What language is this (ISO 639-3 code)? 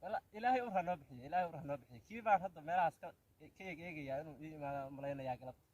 som